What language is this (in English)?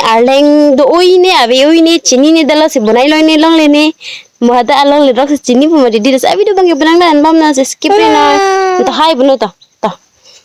Karbi